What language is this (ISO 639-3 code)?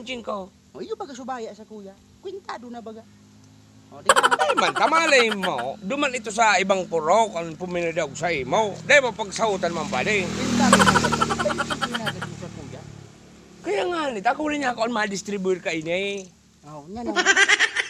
bik